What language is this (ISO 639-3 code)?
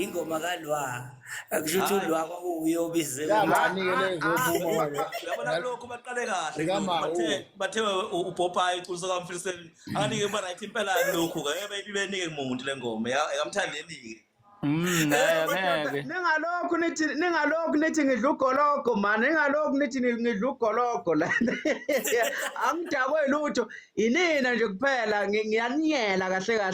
zul